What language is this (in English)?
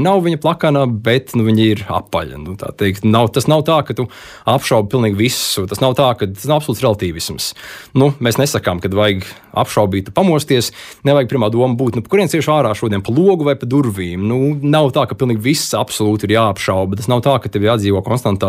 Latvian